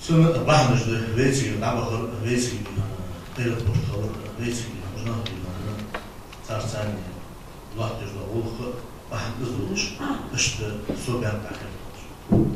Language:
Ingush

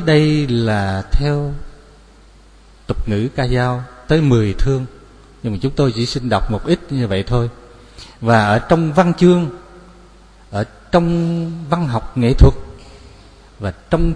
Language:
Vietnamese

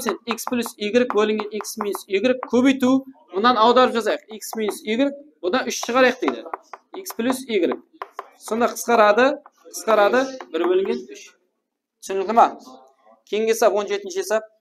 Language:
Kara-Kalpak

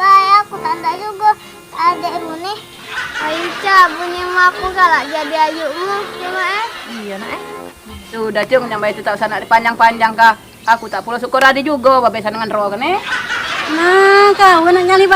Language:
Musi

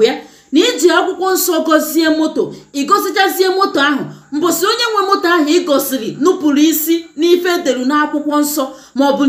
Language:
Igbo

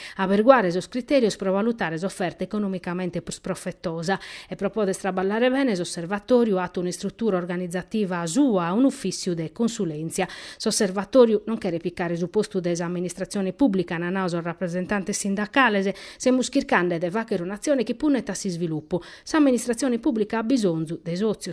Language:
Sardinian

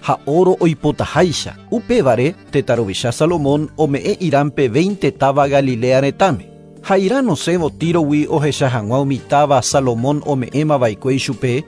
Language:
Guarani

